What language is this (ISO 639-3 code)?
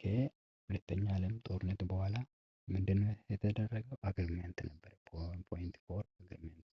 amh